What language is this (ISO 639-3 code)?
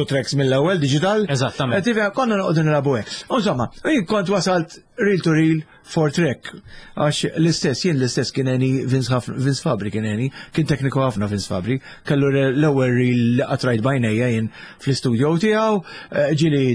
mlt